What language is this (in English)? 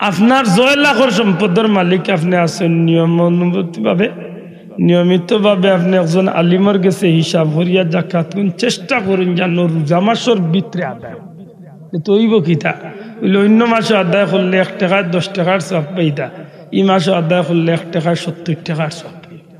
Sylheti